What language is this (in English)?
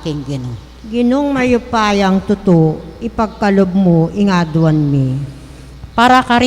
Pampanga